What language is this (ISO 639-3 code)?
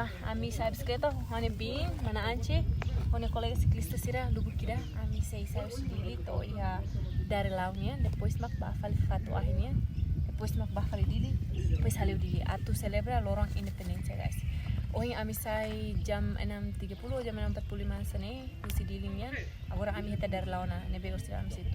tet